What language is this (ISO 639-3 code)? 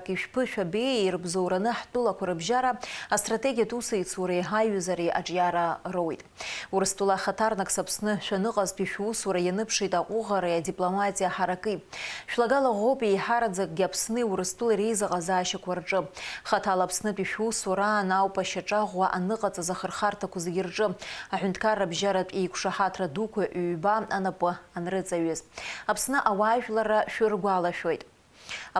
abk